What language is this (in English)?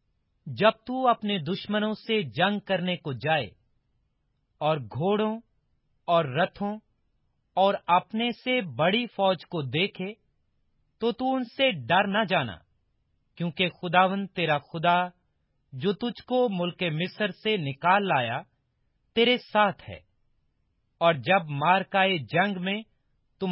Urdu